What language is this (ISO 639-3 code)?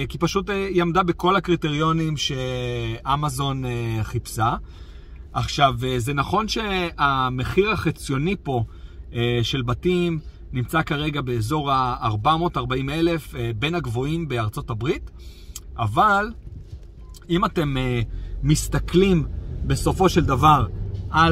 heb